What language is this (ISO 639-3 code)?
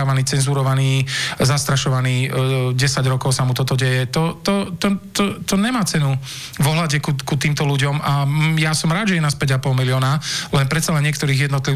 slk